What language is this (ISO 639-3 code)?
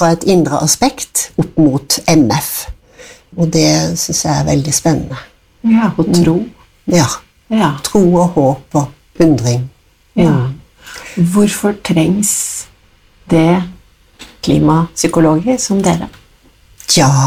nor